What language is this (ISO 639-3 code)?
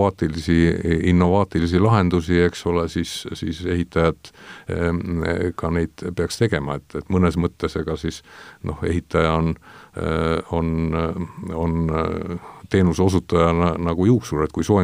est